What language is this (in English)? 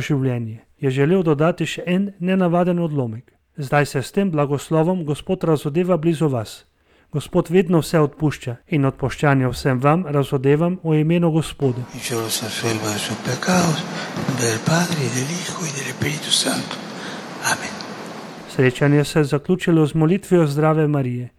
Slovenian